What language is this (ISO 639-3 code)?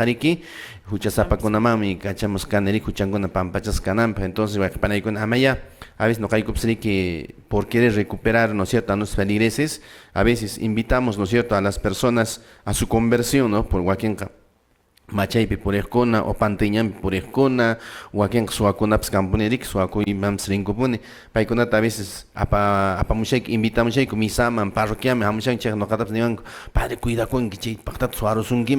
que